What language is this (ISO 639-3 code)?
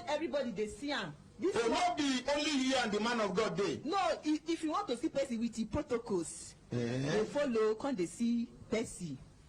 pcm